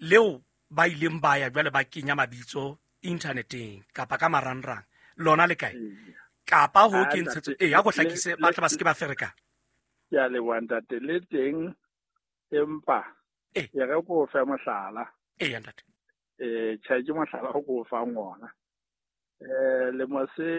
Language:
Southern Sotho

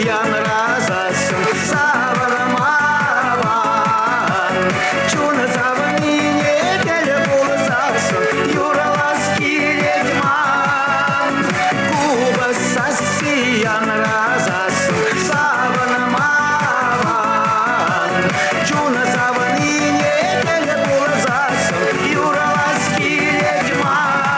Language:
Chuvash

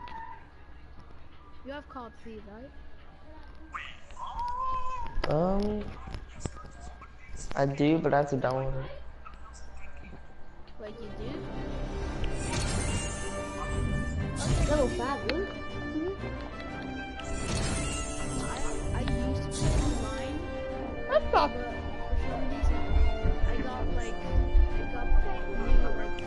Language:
English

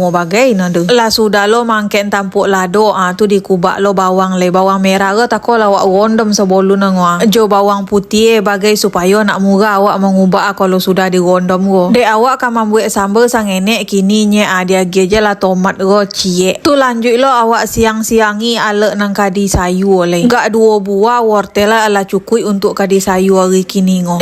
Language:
Minangkabau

